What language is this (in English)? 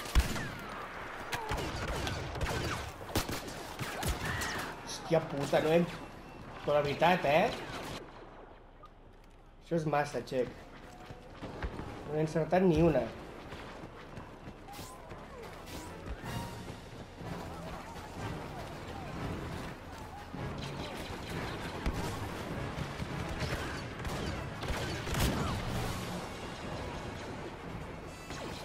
Catalan